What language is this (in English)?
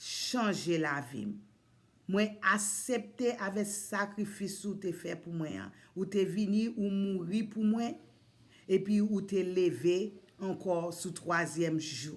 Haitian Creole